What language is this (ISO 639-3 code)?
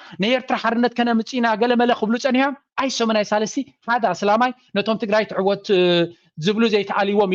tir